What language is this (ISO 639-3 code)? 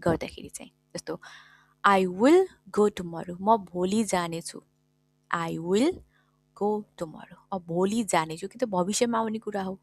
nep